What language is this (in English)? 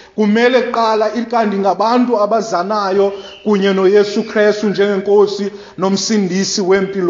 Xhosa